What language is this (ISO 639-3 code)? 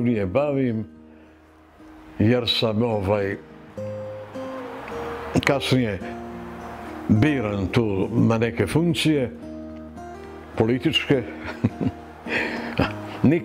srp